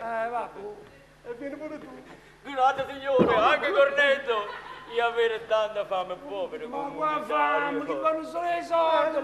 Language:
Neapolitan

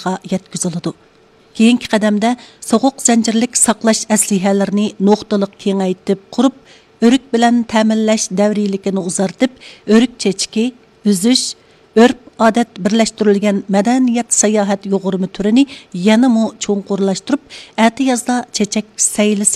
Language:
Uyghur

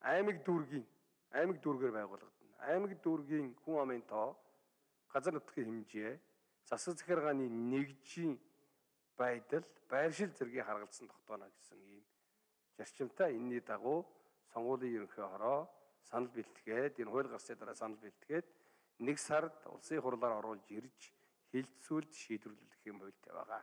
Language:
Mongolian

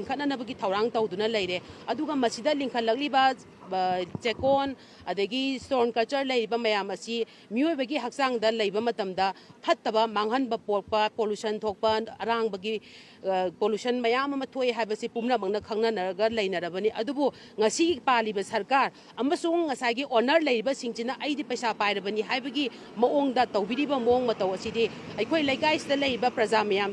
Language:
Manipuri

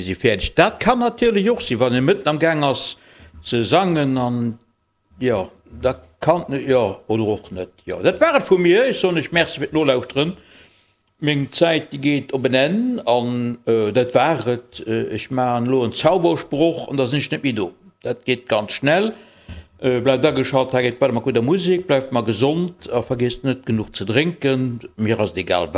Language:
Luxembourgish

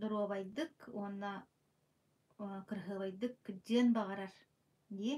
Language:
Yakut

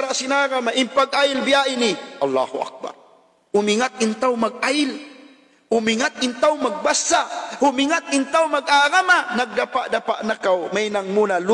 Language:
Tausug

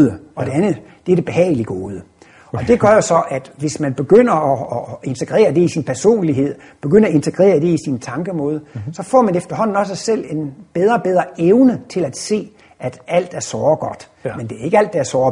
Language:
Danish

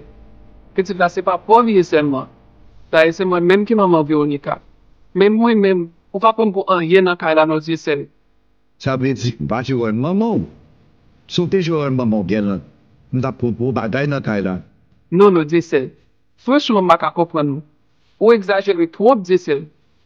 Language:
Haitian Creole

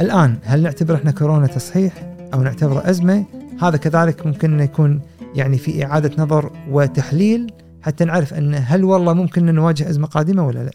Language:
Gulf Arabic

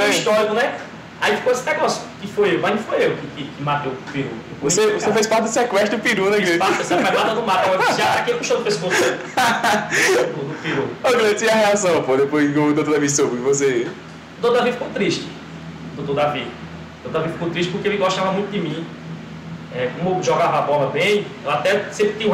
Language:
Portuguese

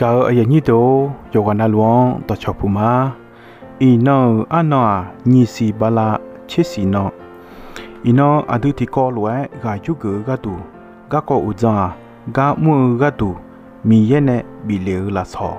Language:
Akha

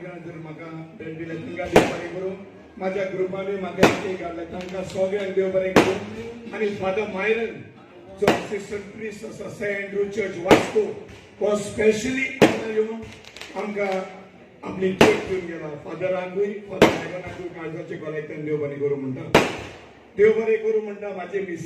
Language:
Konkani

